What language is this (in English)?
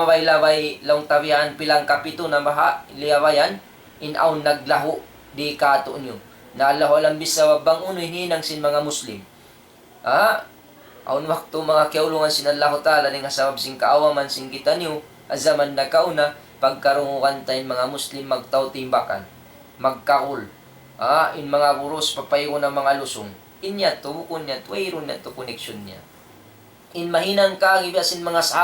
Tausug